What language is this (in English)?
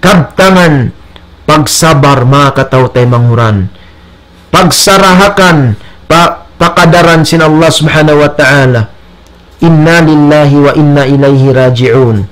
Tausug